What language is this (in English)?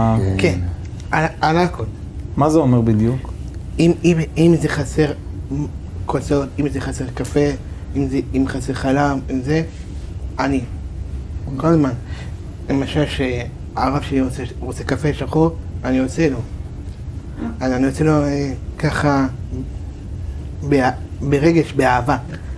Hebrew